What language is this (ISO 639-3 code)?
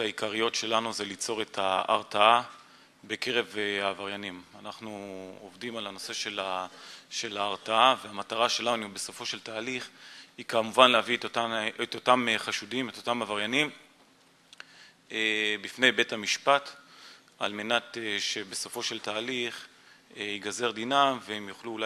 heb